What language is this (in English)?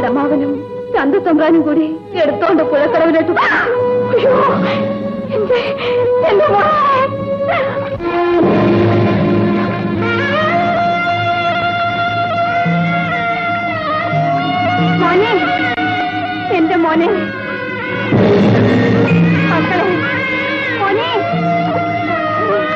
Malayalam